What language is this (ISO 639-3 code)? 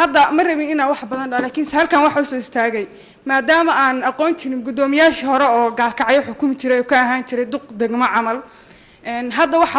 som